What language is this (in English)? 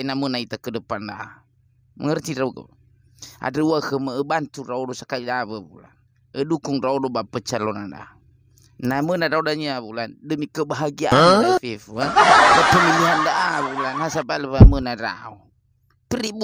Nias